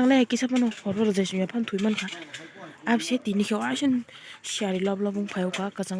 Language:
Kok Borok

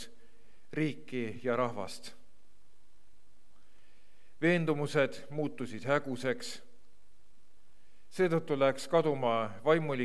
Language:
Estonian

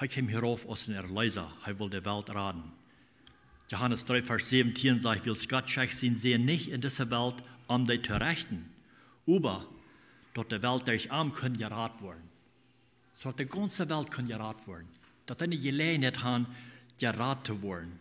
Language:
Plautdietsch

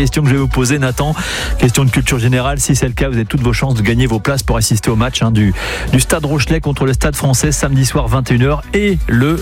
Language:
French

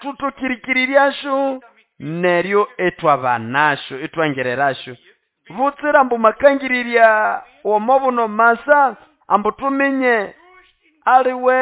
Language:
Nande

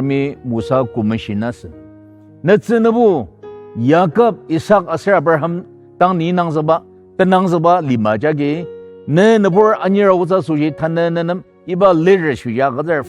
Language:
Ao Naga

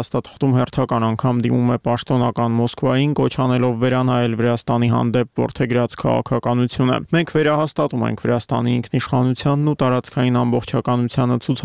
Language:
Armenian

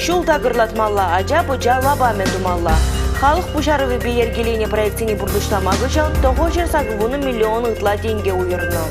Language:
Chuvash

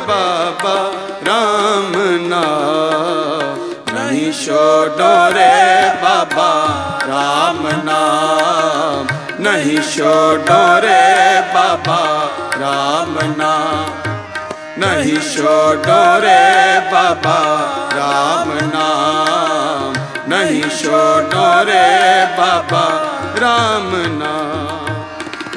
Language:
Punjabi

